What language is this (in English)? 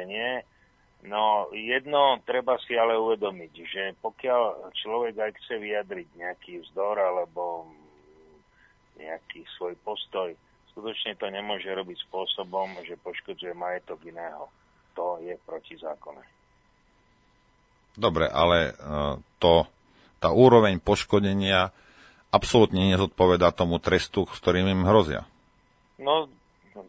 Slovak